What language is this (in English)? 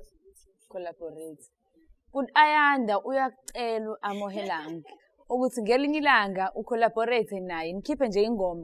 Zulu